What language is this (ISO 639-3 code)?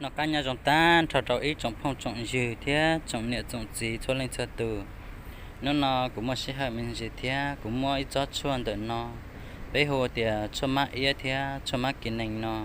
hmn